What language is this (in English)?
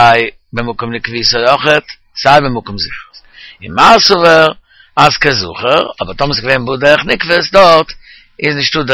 Yiddish